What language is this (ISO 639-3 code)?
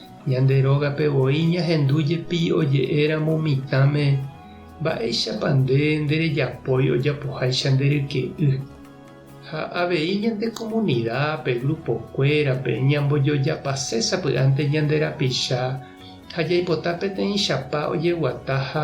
grn